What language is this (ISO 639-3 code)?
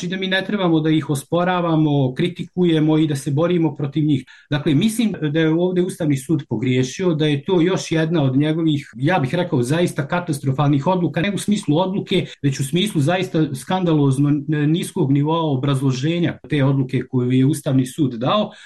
bos